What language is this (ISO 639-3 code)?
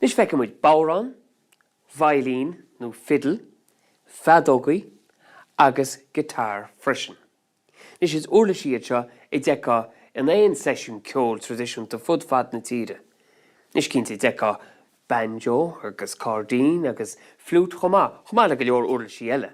gle